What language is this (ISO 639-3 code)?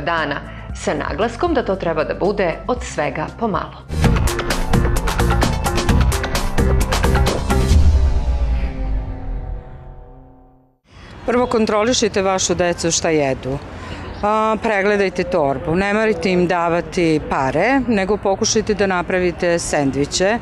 srp